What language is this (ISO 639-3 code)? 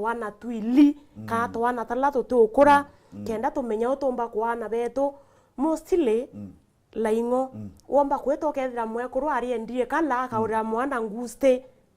mer